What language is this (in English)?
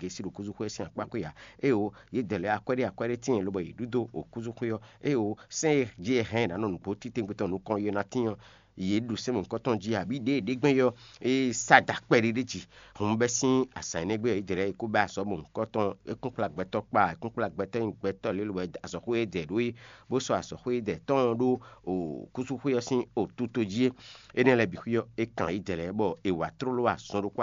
Fon